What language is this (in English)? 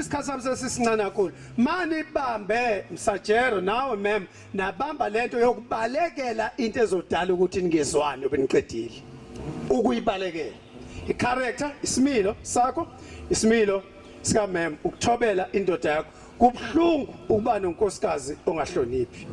Zulu